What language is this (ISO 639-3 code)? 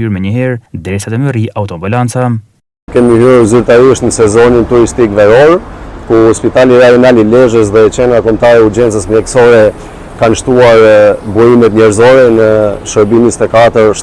sqi